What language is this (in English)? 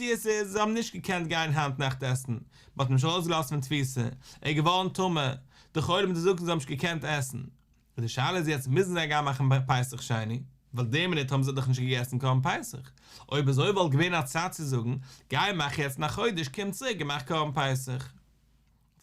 Yiddish